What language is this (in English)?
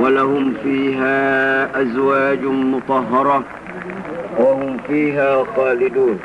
Maranao